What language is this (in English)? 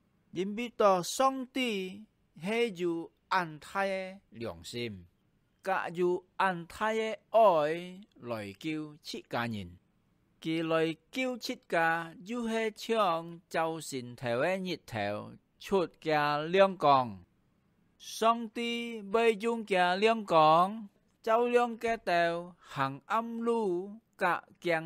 Hakka Chinese